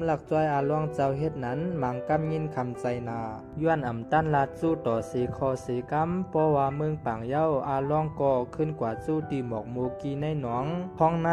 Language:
Shan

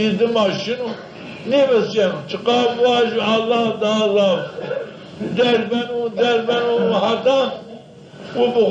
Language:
Zaza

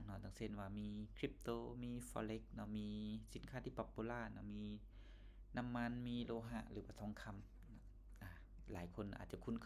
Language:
Lao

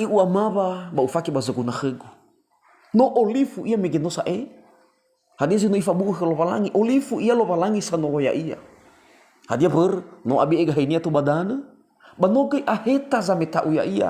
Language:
Nias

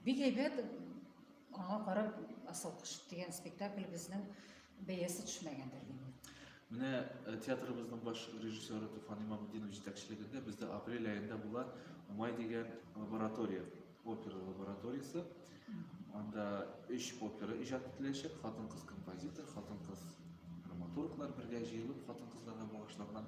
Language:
Tatar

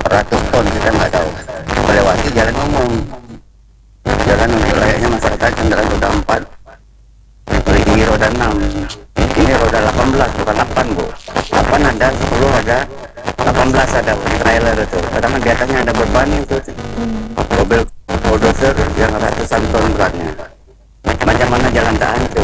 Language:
Indonesian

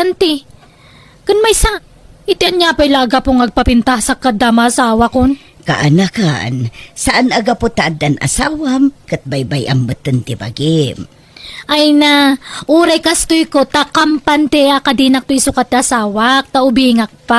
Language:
Iloko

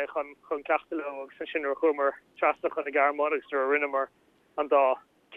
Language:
Irish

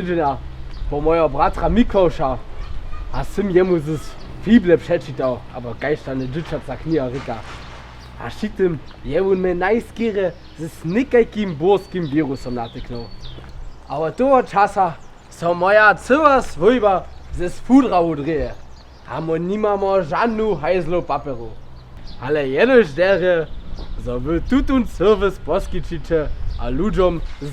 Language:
Upper Sorbian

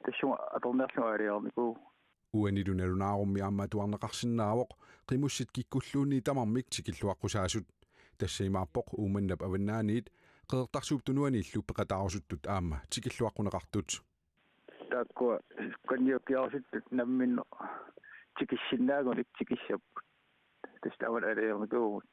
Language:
Kalaallisut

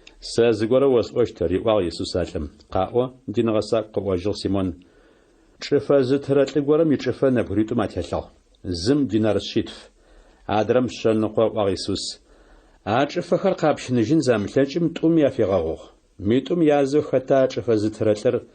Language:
Adyghe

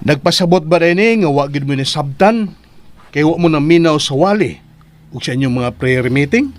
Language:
Cebuano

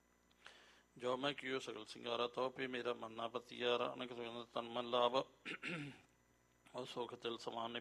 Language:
Punjabi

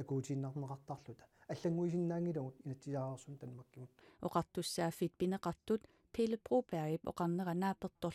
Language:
Kalaallisut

